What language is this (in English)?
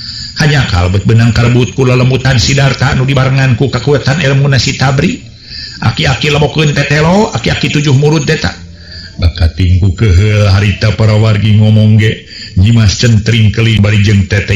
Sundanese